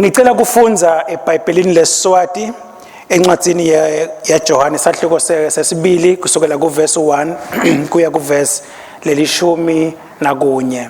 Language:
Swati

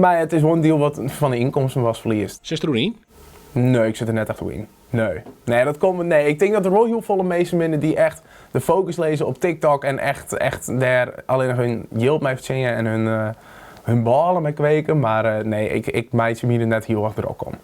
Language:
Western Frisian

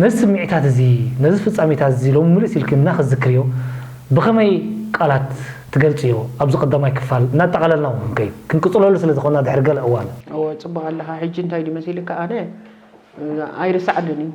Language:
Tigrinya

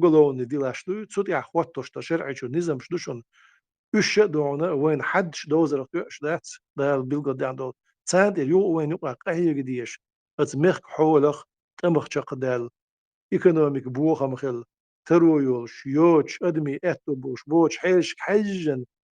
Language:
Chechen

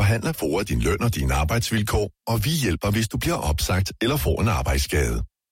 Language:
Danish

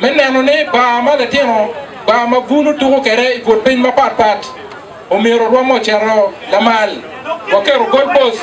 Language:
Acoli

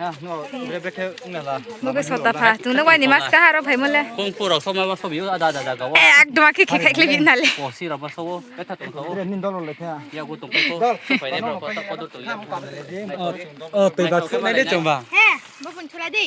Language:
Riang (India)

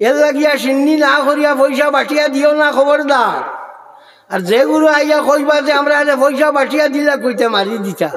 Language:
Sylheti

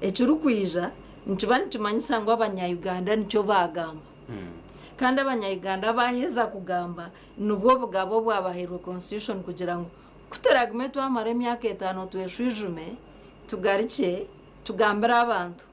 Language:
Nyankole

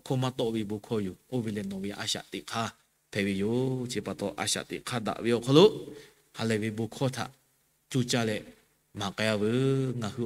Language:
Lahu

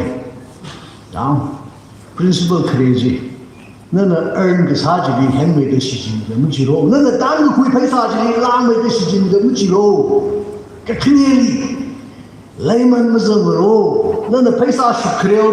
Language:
Tangkhul Naga (India)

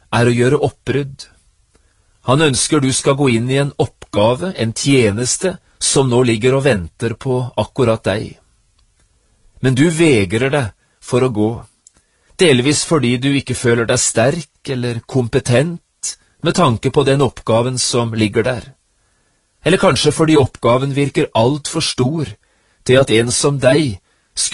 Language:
Norwegian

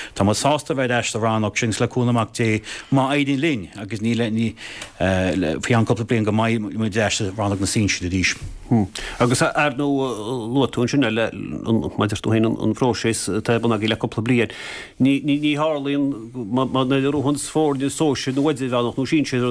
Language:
Irish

